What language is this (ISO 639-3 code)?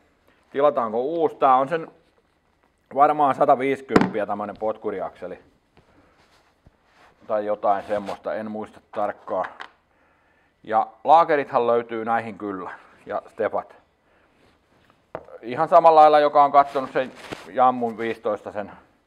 fin